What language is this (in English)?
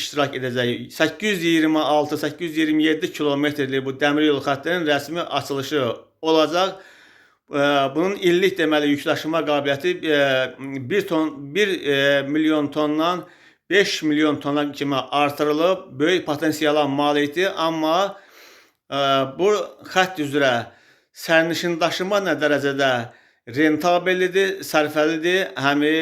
Azerbaijani